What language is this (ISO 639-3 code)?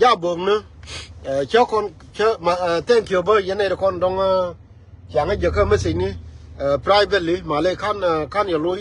nus